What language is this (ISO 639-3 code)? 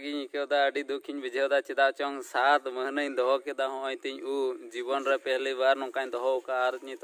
sat